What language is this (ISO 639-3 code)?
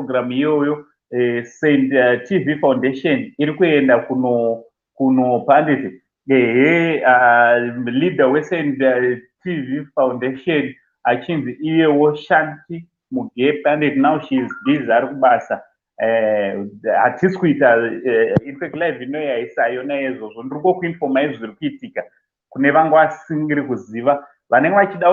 sna